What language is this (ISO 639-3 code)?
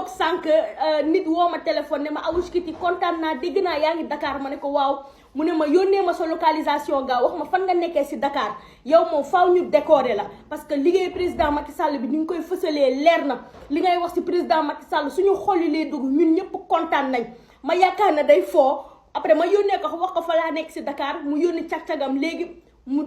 wol